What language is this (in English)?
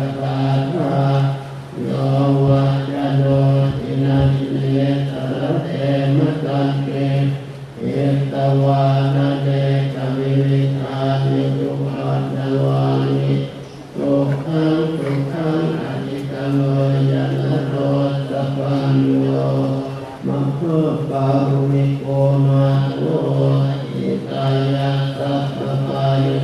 Pali